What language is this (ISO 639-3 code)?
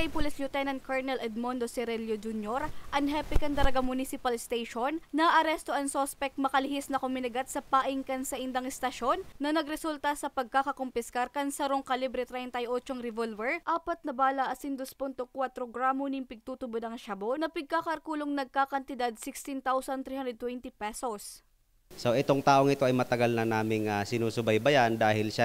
bik